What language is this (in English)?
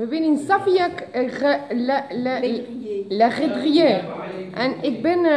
Western Frisian